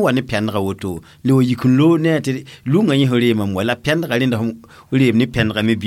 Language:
Mossi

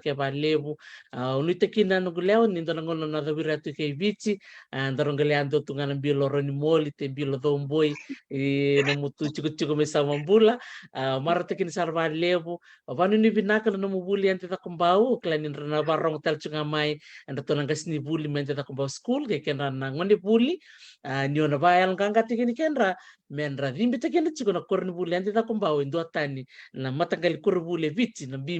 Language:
Fijian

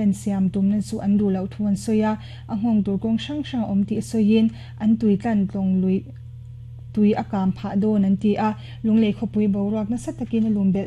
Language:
Mizo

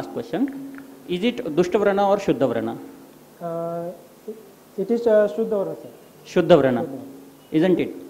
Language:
English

